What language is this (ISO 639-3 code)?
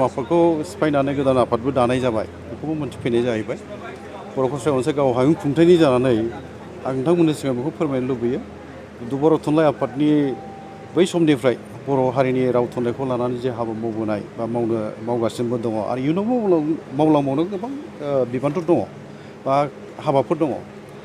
brx